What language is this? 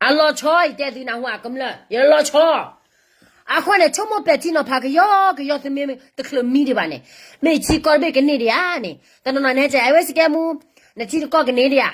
S'gaw Karen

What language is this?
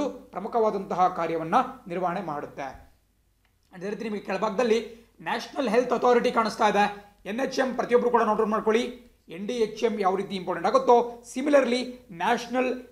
Kannada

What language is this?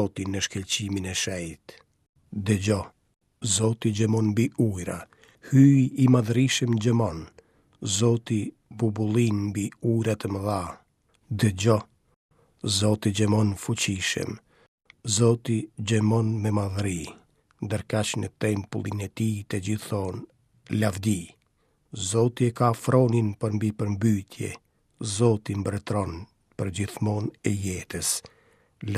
Albanian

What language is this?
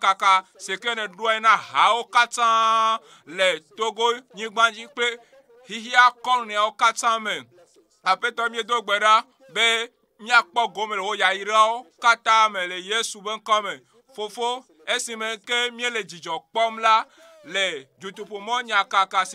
Ewe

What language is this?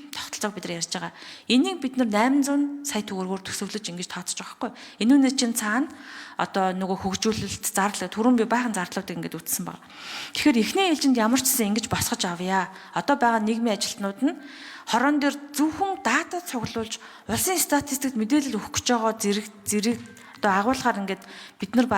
Mongolian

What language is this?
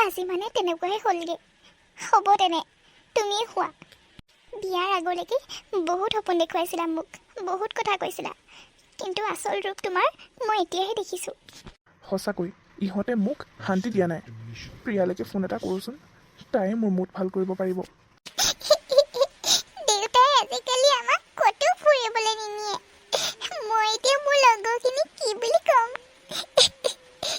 Assamese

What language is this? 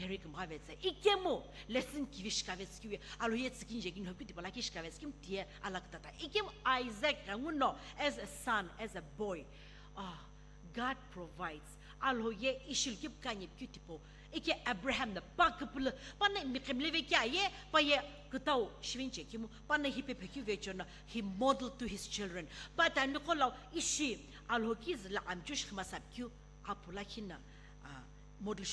Sumi Naga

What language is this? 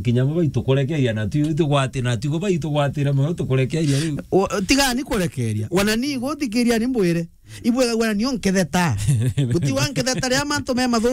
Meru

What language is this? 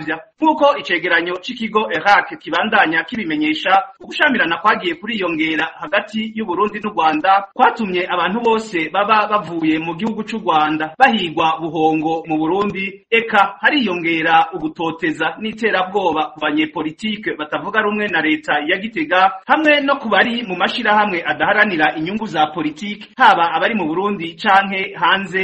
Rundi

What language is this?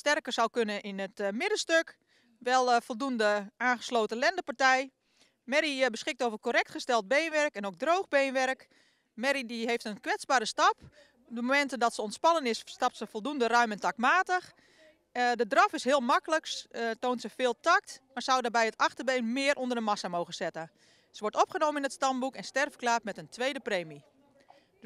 Dutch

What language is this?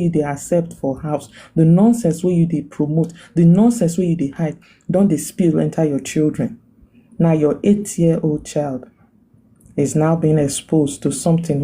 Nigerian Pidgin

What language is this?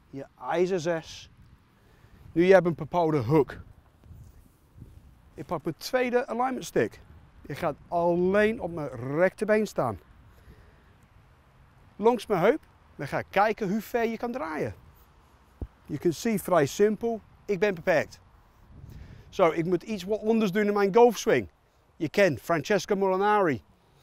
Dutch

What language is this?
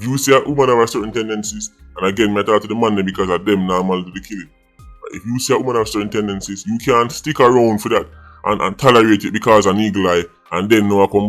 Jamaican Creole English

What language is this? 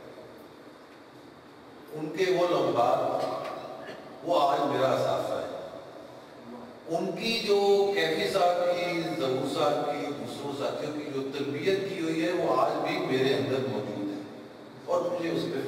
Urdu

